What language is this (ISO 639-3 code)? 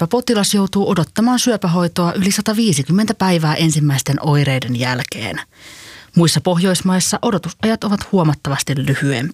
fin